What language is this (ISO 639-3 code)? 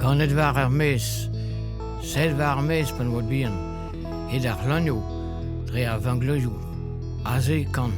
bre